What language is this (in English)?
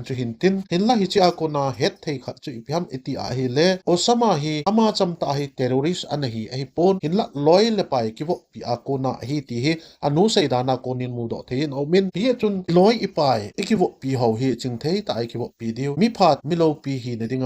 Thado Chin